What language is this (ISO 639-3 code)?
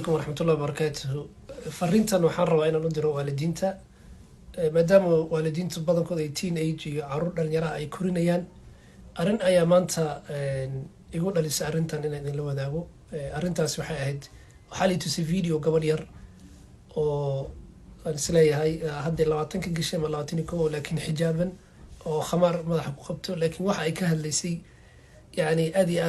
som